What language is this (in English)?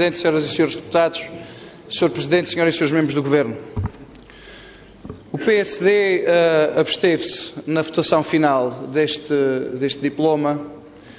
Portuguese